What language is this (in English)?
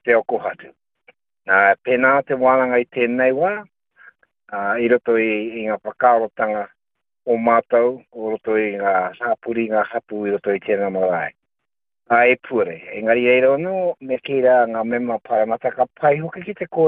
Māori